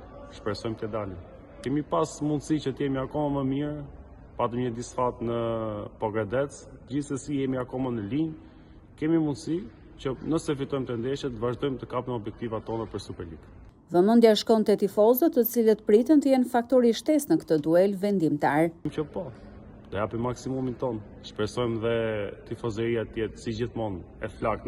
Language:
Albanian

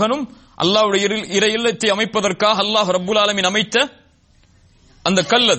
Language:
Tamil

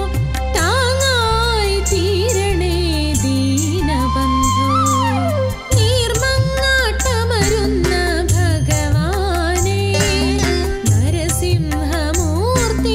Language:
Malayalam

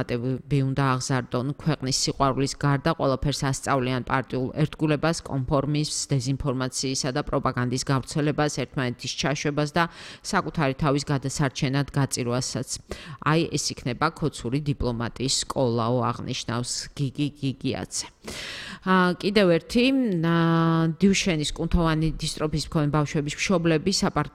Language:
Georgian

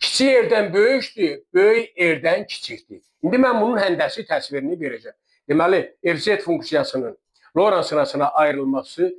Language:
Azerbaijani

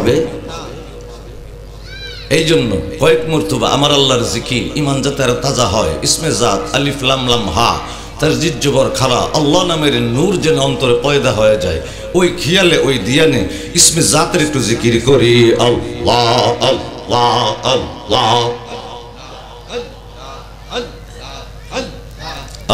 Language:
Bangla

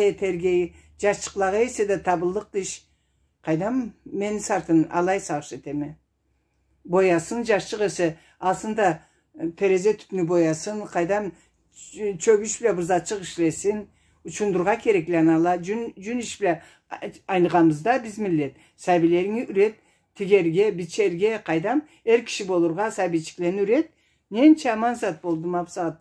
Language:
Karachay-Balkar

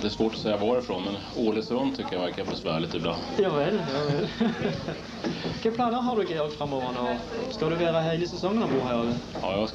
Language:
Norwegian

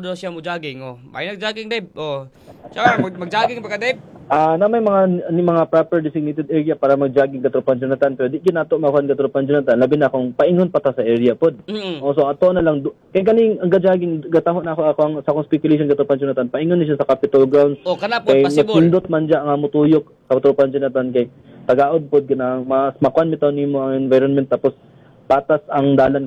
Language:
Cebuano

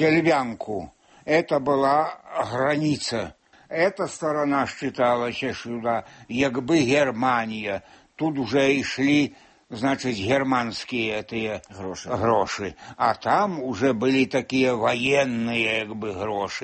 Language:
Belarusian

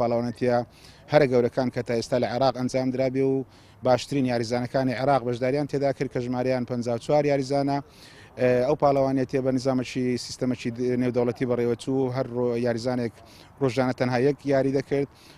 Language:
Central Kurdish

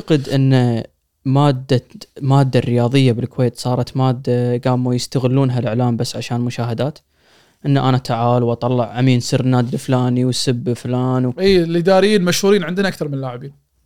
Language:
Gulf Arabic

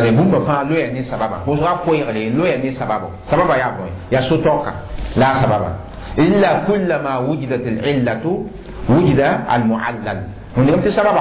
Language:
Mossi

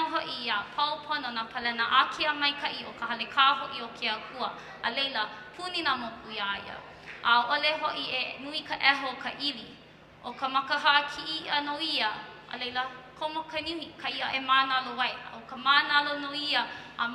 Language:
Hawaiian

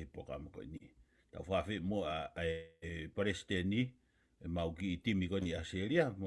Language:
Tongan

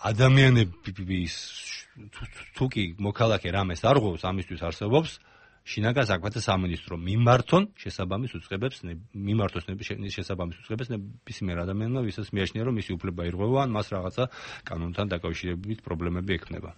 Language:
Georgian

